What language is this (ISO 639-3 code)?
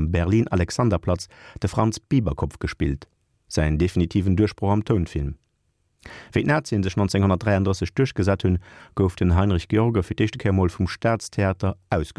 ltz